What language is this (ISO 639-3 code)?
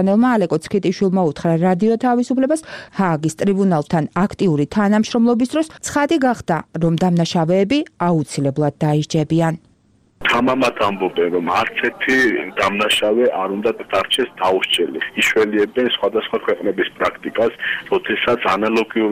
kat